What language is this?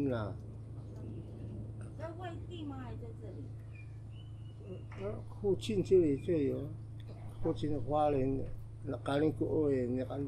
Taroko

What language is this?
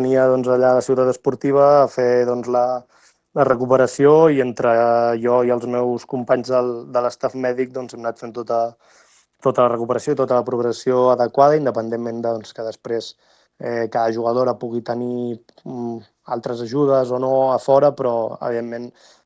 Catalan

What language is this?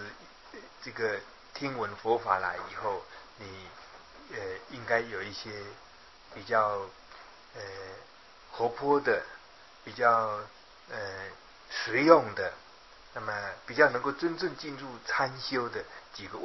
Chinese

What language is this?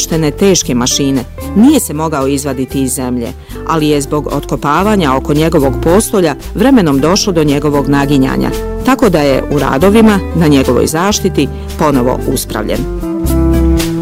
Bosnian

